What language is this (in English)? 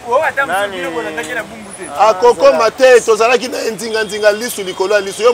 Lingala